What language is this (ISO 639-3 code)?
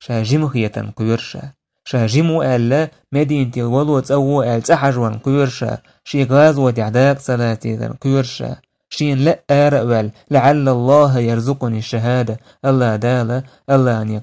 che